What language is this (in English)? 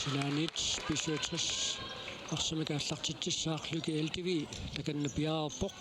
Kalaallisut